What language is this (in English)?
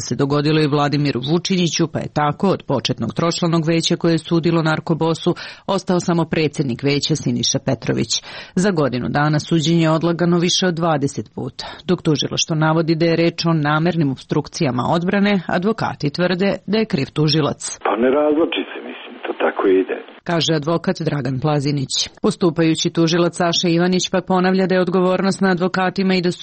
Serbian